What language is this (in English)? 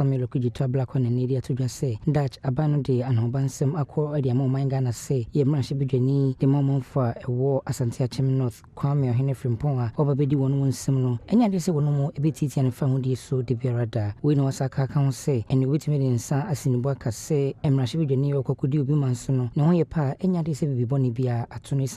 Akan